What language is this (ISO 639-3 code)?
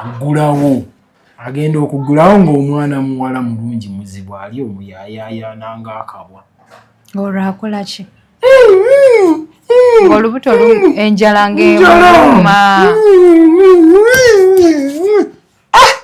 lug